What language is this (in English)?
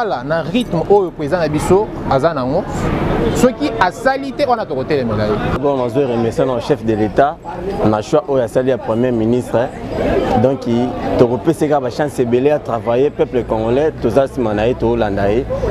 Lingala